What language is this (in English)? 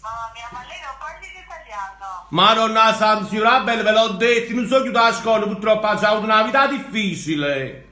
Neapolitan